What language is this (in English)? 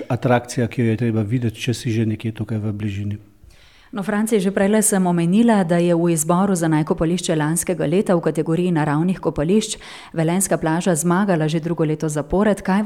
Slovenian